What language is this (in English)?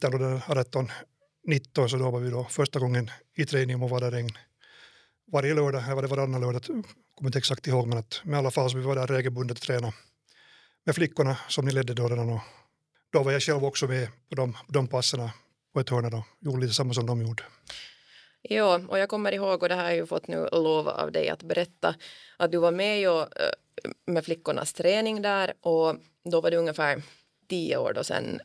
Swedish